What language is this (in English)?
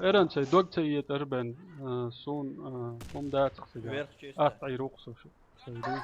Chechen